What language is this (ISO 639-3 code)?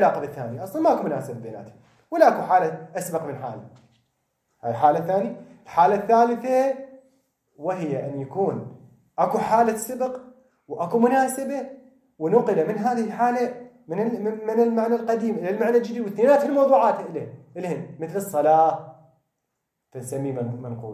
acm